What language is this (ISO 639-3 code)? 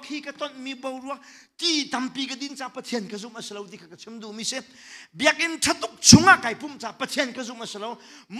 cnh